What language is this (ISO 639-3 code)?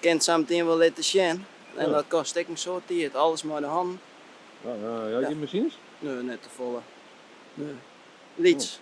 fry